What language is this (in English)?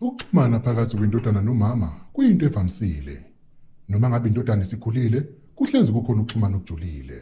Zulu